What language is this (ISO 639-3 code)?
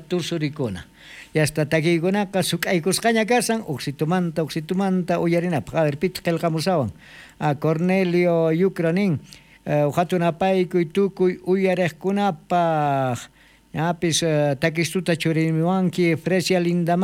quh